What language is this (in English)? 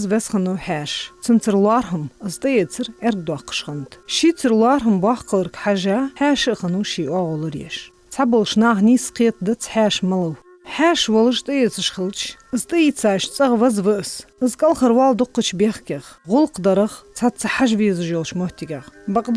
Ingush